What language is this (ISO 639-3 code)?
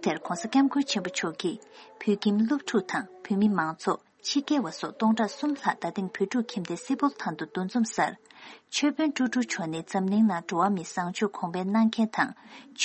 bod